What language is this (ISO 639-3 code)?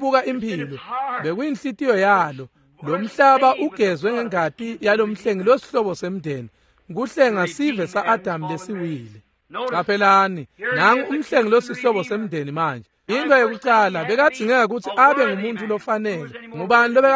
ssw